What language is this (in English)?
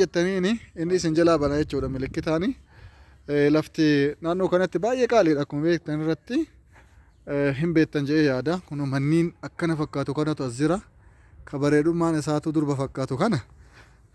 Oromo